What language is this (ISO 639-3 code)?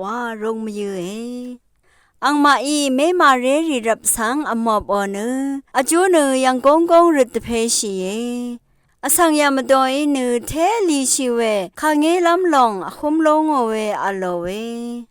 raw